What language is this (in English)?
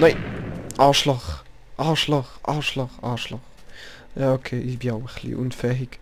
Swiss German